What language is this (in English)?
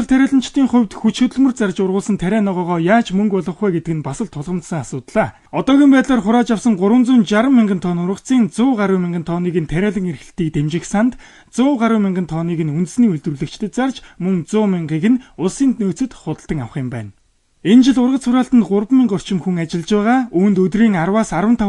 Mongolian